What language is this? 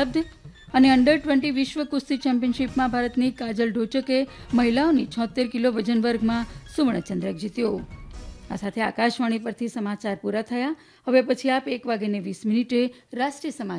Gujarati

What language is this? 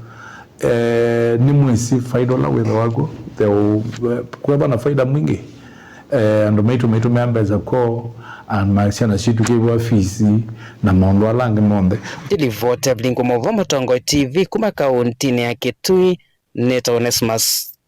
Kamba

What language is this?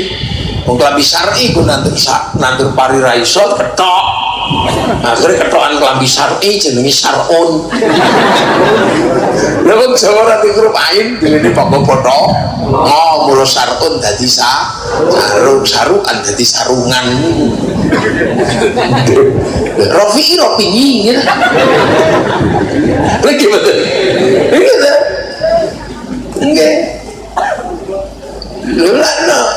Javanese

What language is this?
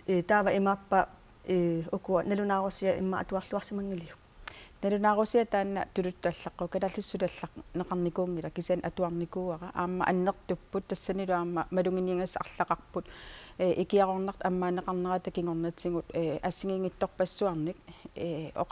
Kalaallisut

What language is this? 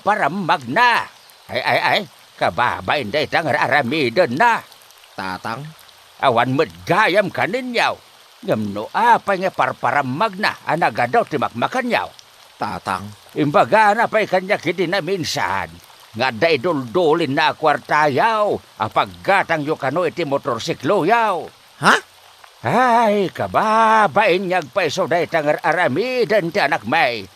Iloko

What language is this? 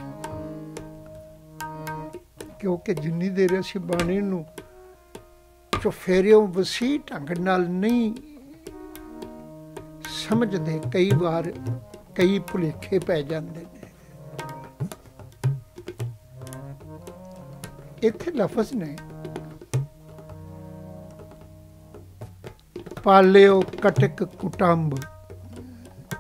Punjabi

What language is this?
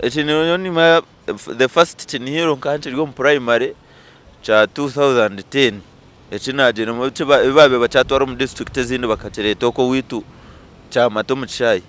Nyankole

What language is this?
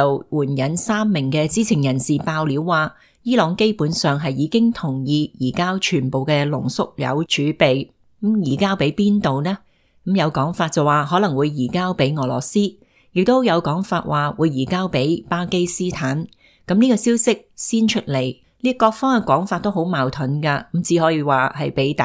Cantonese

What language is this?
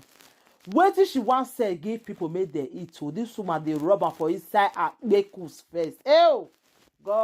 Nigerian Pidgin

